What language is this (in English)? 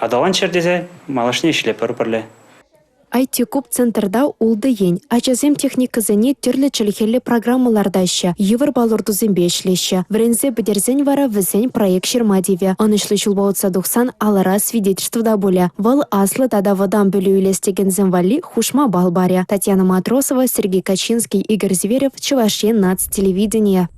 Chuvash